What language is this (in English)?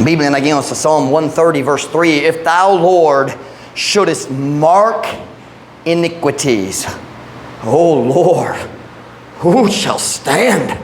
Cebuano